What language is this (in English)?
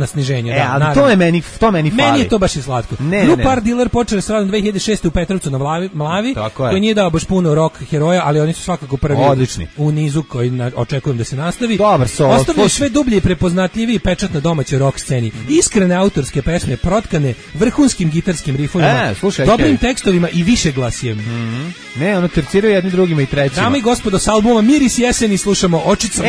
Serbian